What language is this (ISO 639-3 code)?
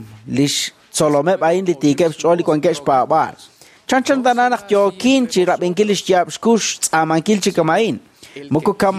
kek